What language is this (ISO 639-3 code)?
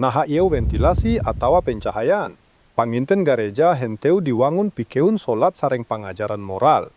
sun